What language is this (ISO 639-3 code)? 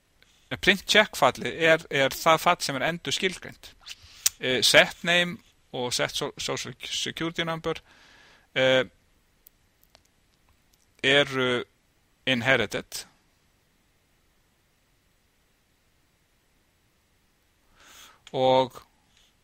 isl